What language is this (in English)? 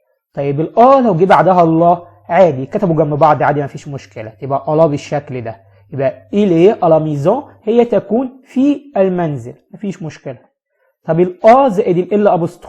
Egyptian Arabic